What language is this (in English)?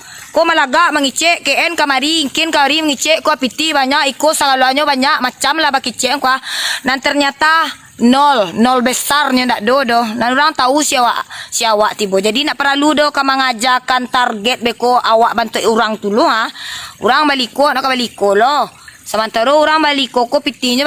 Minangkabau